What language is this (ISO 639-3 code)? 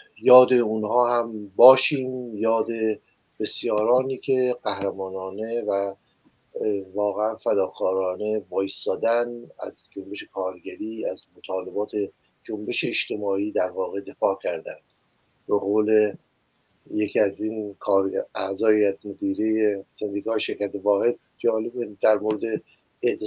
fas